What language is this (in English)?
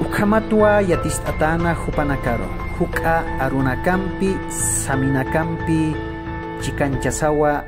Aymara